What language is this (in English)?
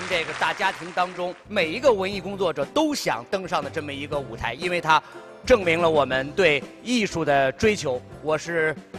Chinese